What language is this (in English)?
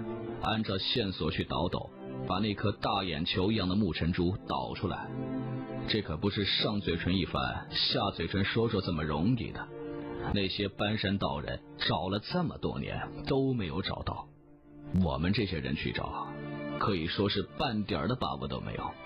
Chinese